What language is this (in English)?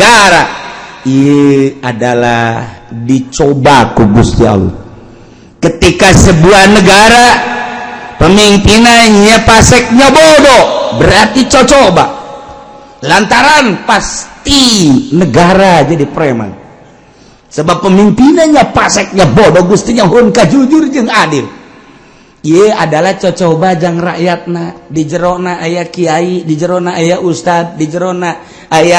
Sundanese